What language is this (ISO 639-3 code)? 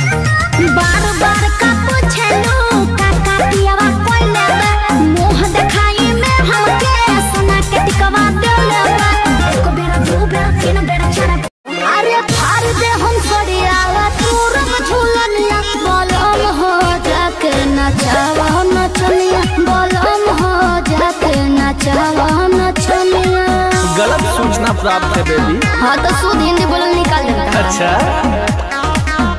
bho